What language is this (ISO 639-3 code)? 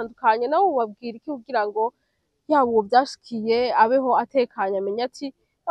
run